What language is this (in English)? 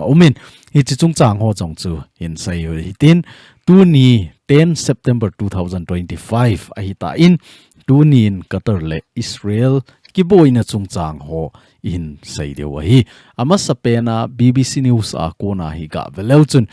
Thado Chin